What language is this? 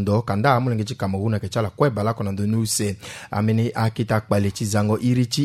Sango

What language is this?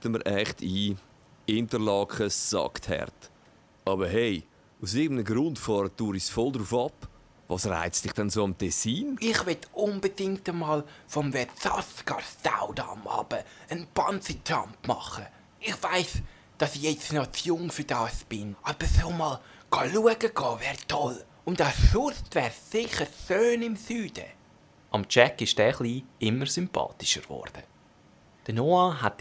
Swiss German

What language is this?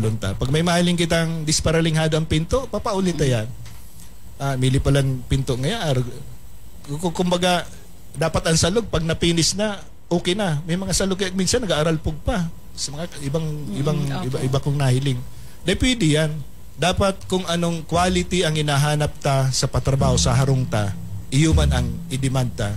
Bikol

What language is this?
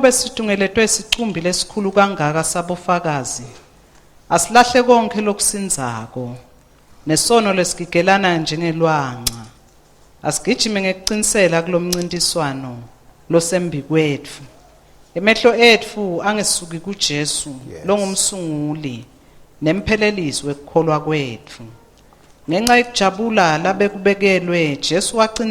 Swati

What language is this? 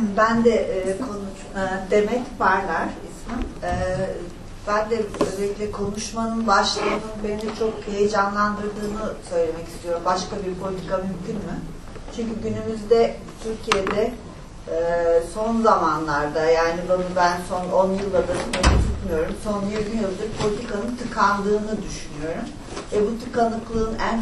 Turkish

